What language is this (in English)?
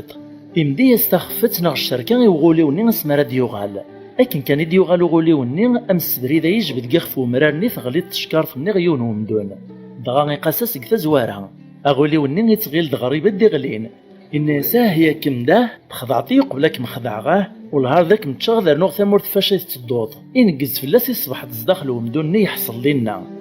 Kabyle